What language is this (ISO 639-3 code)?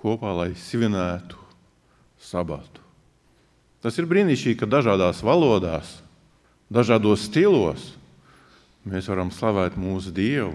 lav